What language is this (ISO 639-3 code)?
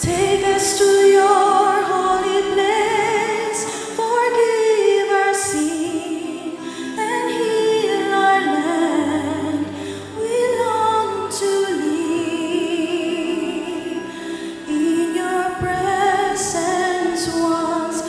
pam